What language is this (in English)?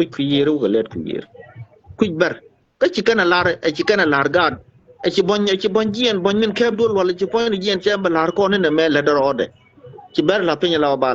Nuer